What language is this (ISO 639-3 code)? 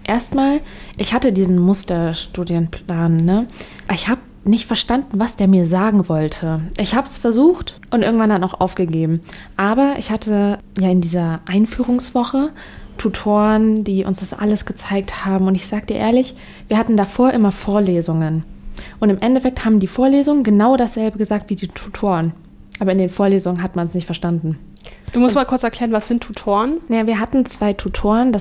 deu